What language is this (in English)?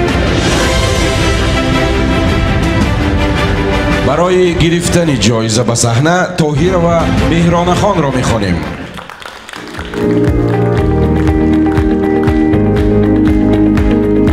Persian